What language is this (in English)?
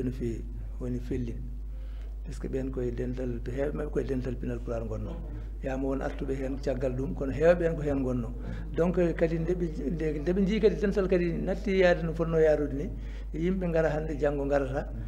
Fula